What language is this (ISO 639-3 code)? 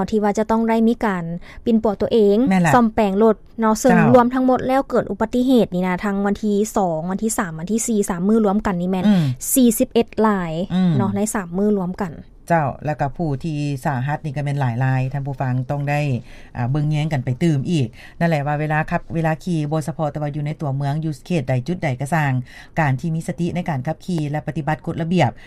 lao